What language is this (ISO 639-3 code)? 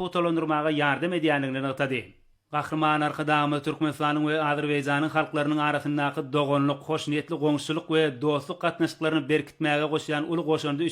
tuk